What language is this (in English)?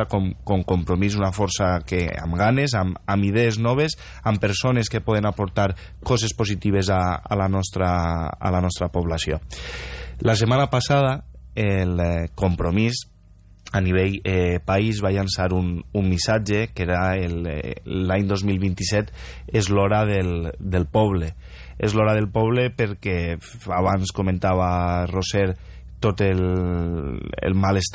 Catalan